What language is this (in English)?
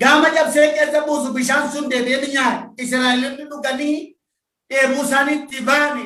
Oromo